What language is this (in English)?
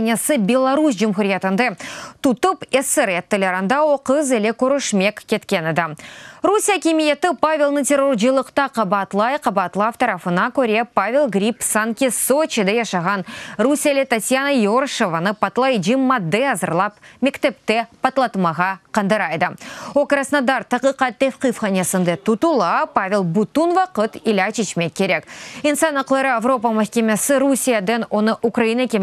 Crimean Tatar